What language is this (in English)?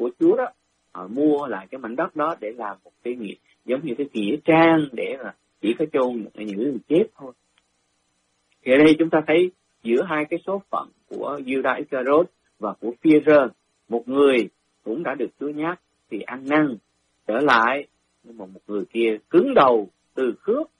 Vietnamese